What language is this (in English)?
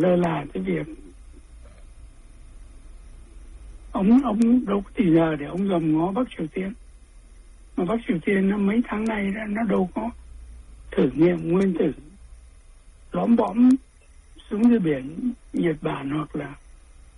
Vietnamese